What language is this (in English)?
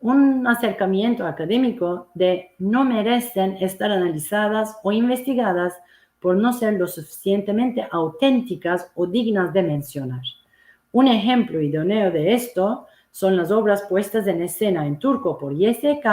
Ladino